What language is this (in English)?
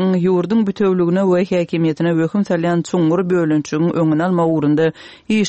Turkmen